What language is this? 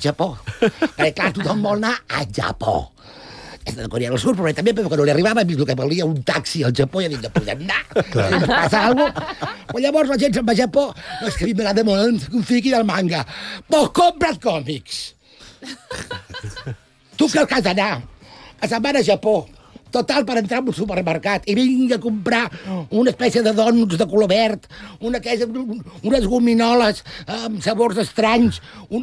Catalan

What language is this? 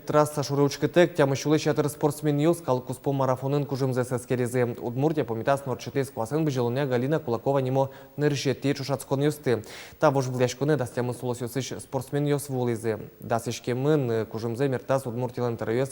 Udmurt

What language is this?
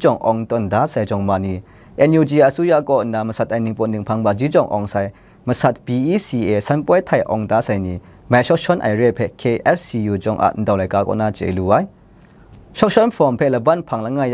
Kachin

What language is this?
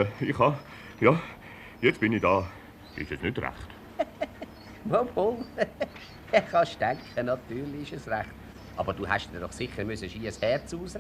Swiss German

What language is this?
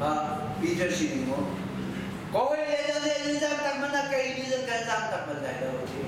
Hakha Chin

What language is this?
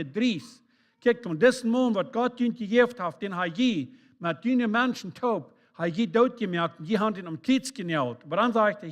Plautdietsch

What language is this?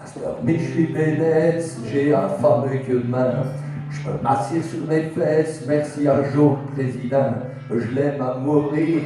Picard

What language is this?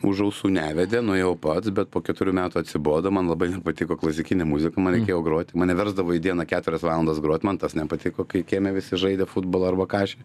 Lithuanian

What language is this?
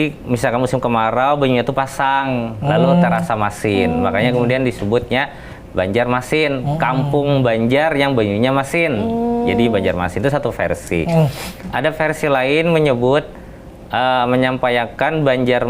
Banjar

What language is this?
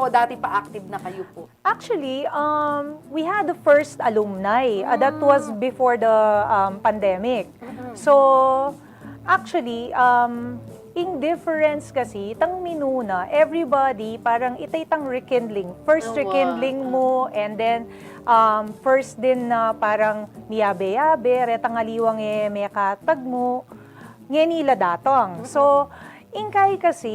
Pampanga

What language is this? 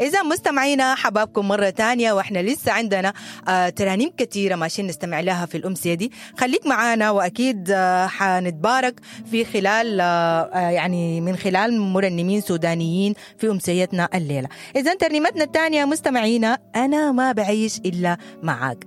Sudanese Arabic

